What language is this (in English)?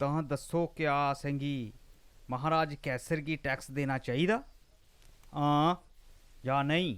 Dogri